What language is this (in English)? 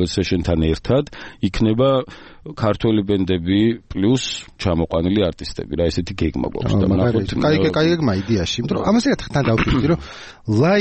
Georgian